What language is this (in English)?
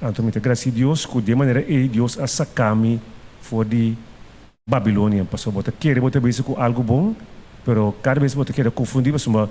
Papiamento